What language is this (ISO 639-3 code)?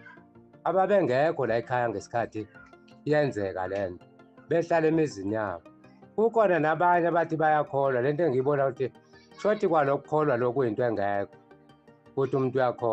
zul